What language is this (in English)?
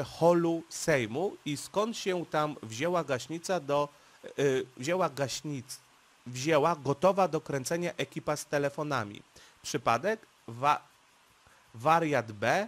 Polish